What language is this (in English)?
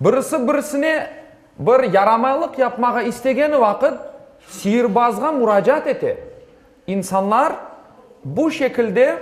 Crimean Tatar